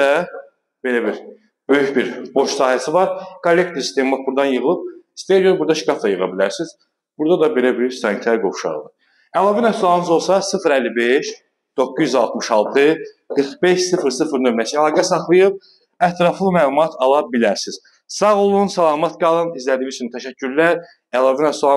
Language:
Azerbaijani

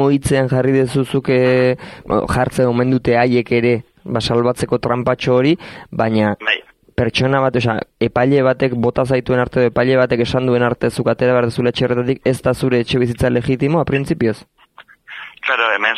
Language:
Basque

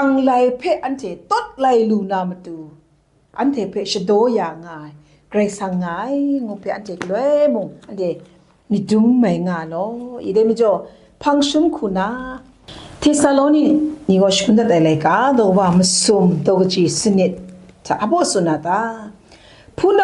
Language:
Kachin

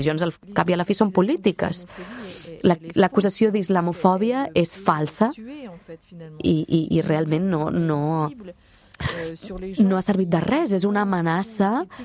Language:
Catalan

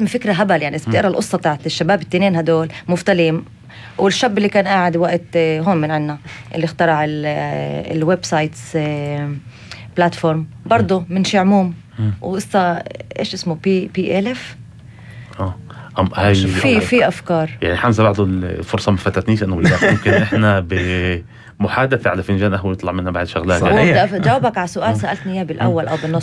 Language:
North Levantine Arabic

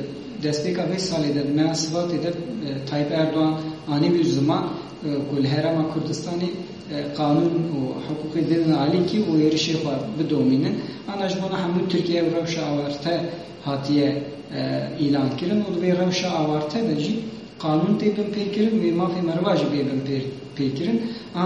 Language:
Kurdish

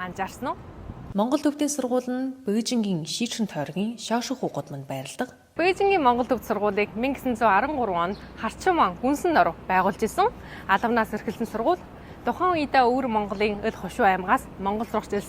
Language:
Mongolian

